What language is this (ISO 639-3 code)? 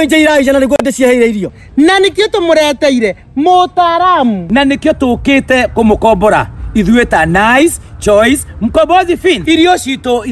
kik